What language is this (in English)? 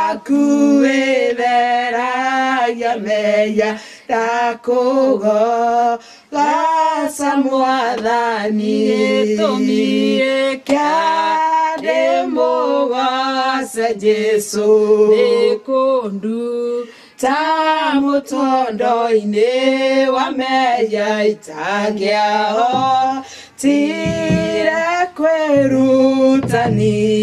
Kikuyu